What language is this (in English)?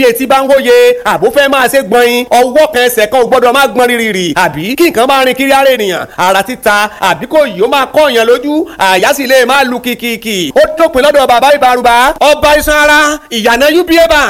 Yoruba